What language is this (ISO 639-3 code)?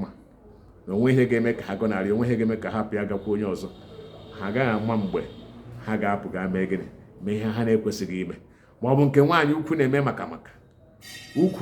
ibo